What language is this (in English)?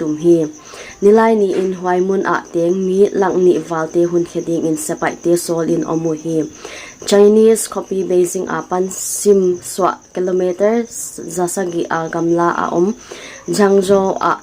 Paite Chin